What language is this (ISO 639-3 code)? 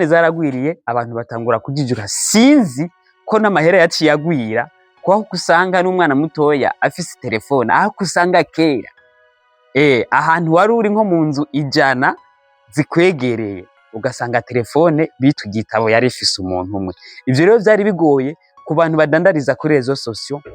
run